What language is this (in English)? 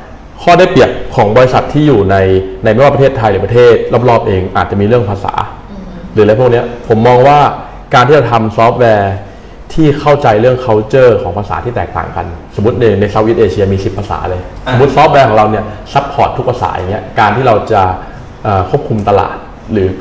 Thai